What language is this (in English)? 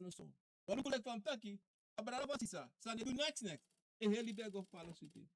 Sranan Tongo